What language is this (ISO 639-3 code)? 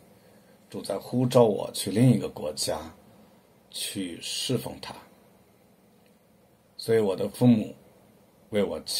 zho